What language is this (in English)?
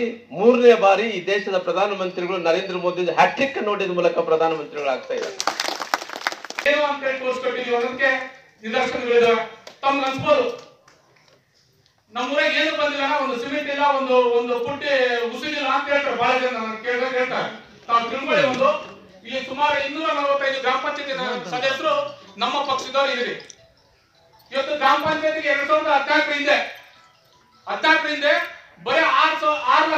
Kannada